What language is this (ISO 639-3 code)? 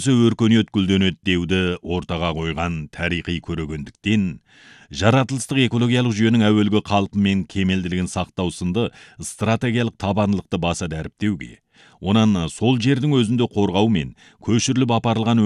kaz